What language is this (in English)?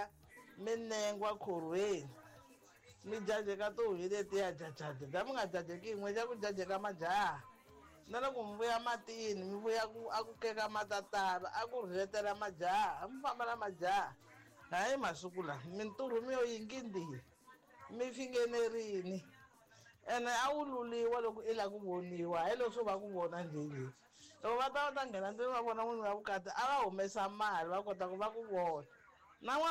Tsonga